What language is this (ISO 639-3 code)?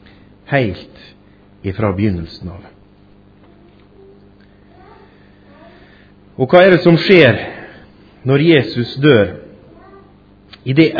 nor